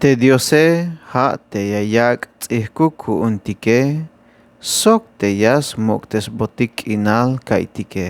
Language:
Tzeltal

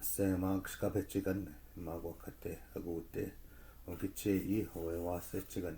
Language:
Chippewa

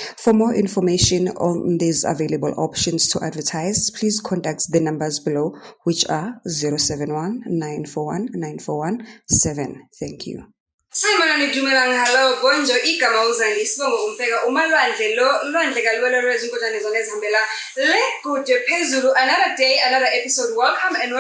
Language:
Zulu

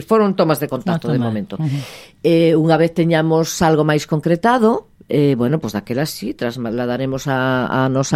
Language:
Galician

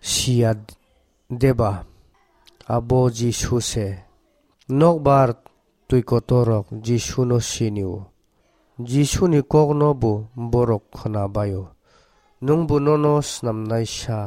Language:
Kok Borok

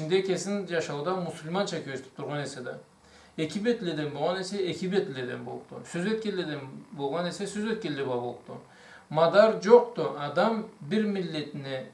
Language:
Karachay-Balkar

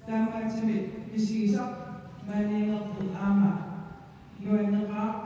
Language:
Kalaallisut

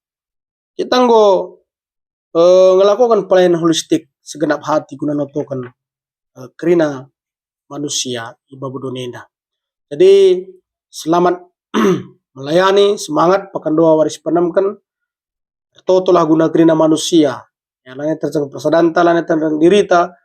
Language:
Batak Karo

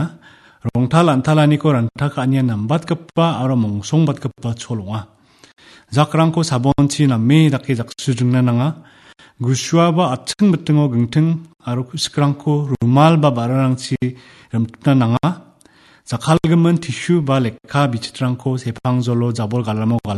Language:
Garo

